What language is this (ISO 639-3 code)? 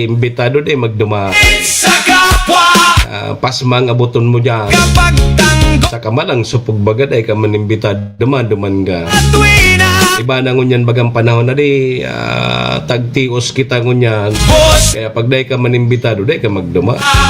bik